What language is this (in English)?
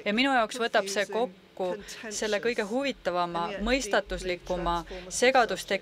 Estonian